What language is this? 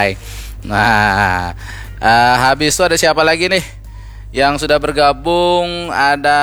Banjar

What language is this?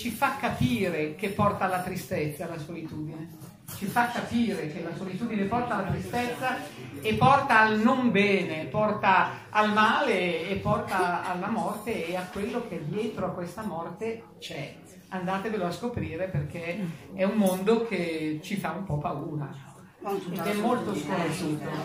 Italian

